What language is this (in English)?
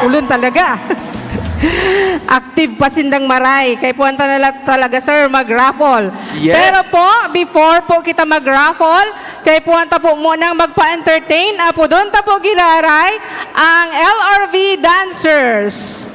Bikol